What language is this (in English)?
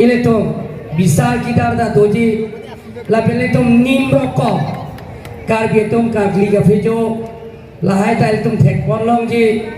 Karbi